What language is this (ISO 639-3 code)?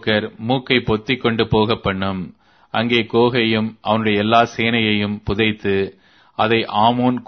tam